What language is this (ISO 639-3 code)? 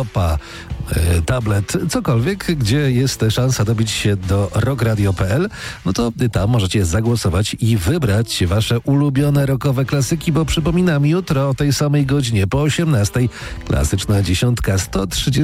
pol